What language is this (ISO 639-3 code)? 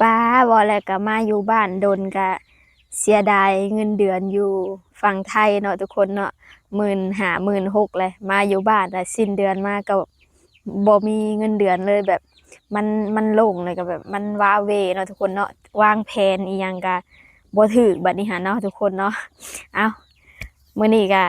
lao